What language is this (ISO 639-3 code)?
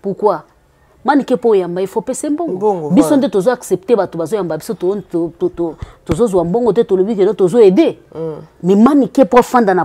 lin